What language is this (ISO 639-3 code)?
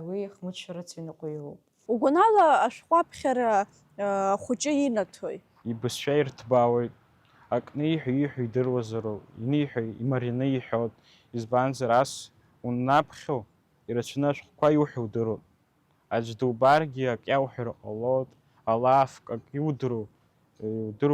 abk